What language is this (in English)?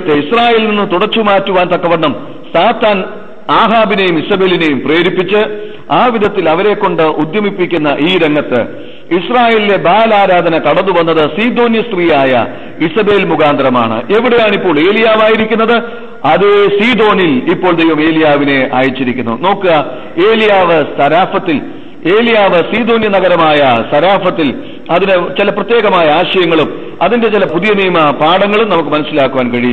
Malayalam